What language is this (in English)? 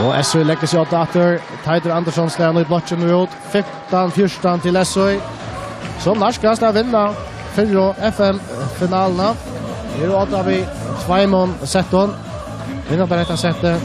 Faroese